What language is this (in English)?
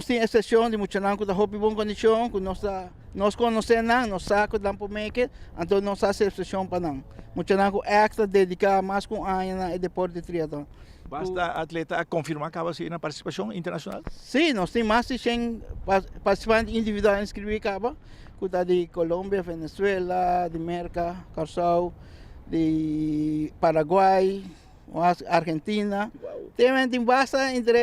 Papiamento